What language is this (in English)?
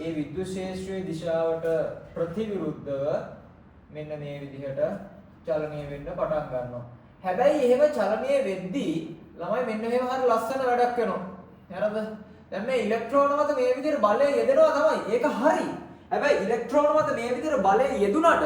Sinhala